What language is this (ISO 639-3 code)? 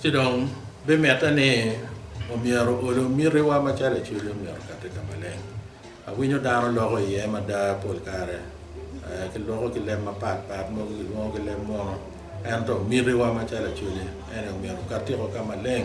ach